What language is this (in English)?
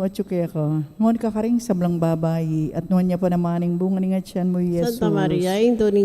Pampanga